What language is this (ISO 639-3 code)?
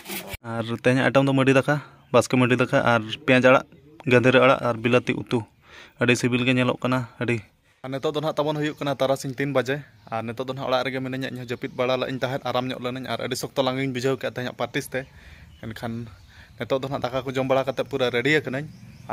sat